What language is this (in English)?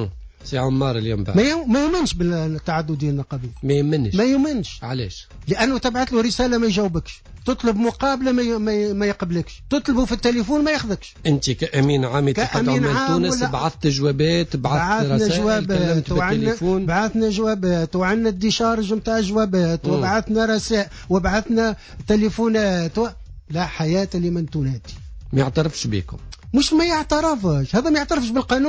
Tunisian Arabic